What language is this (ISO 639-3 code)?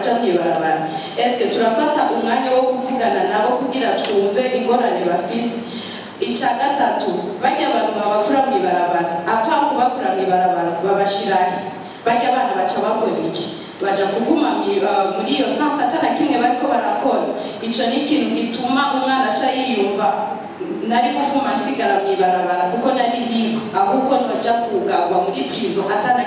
run